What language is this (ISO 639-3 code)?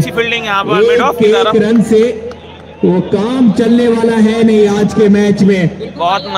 hin